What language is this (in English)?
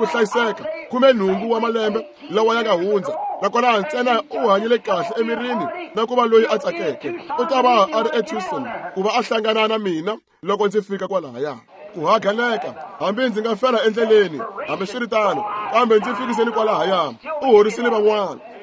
Tsonga